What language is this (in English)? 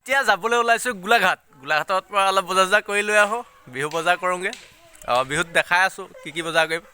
Assamese